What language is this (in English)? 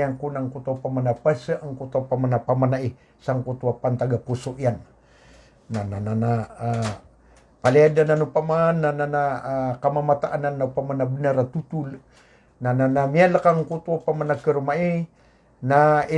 Maranao